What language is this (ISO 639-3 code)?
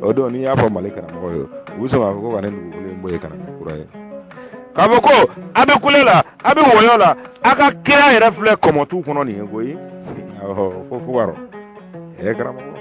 bam